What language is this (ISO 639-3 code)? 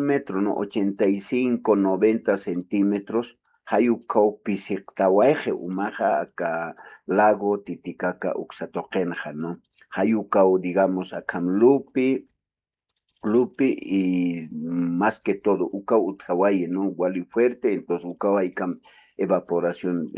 aym